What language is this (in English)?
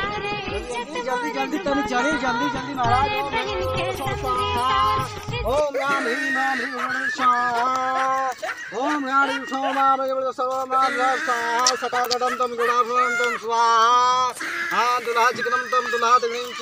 Bhojpuri